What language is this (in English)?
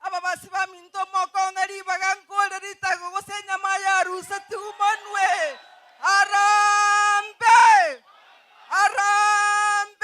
Gusii